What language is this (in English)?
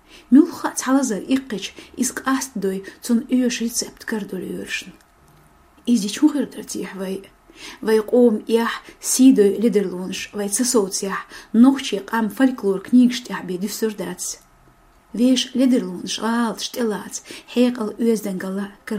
Chechen